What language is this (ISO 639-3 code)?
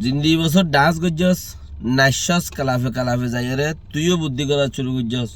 rhg